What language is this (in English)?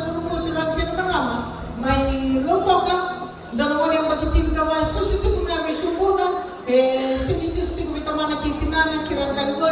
Fijian